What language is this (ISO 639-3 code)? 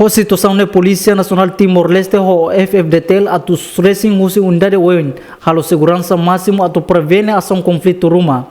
tet